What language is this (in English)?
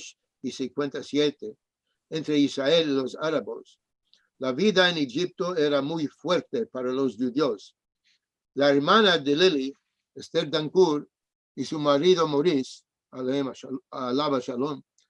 Ladino